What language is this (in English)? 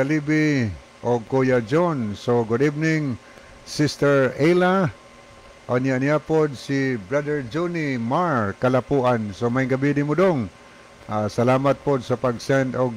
Cebuano